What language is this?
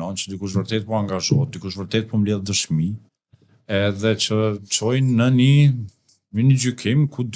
Albanian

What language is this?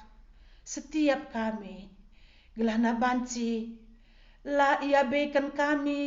Batak Karo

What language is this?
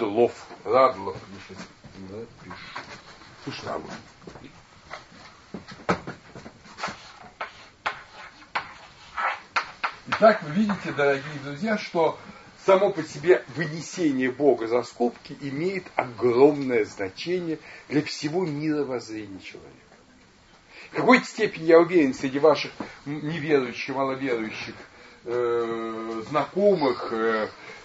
Russian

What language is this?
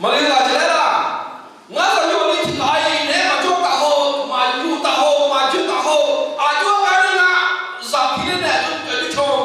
Akha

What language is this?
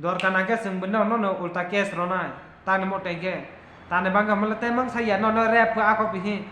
Kok Borok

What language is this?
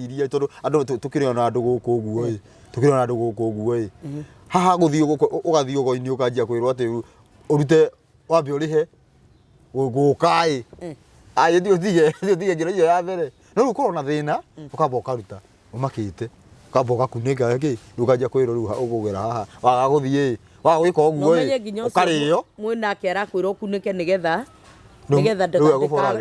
Kikuyu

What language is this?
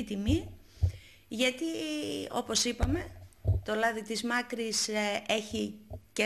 Greek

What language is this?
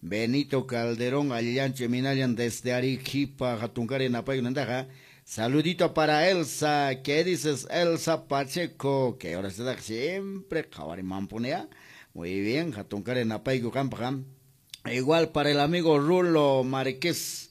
Quechua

